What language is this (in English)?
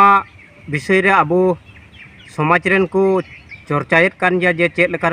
Santali